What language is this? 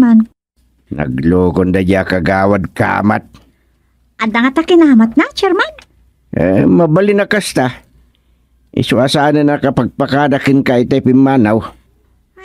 Iloko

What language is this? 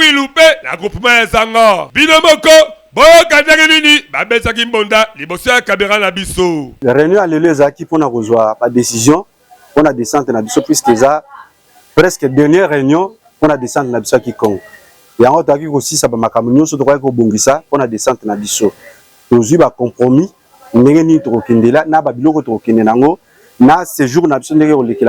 Lingala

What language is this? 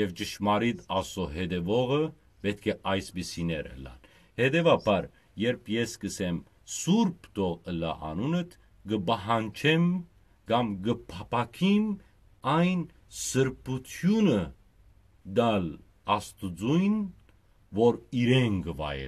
Western Armenian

